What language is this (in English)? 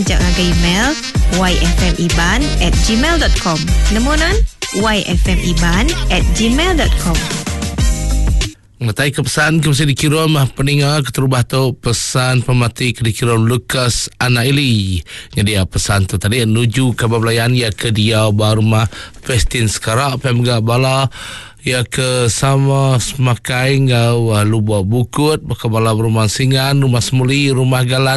Iban